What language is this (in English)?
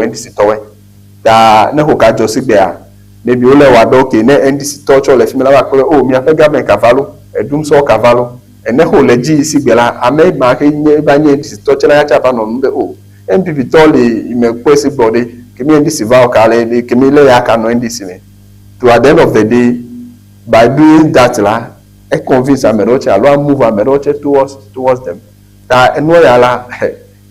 Ewe